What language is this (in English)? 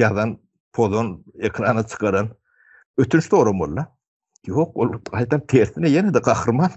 Turkmen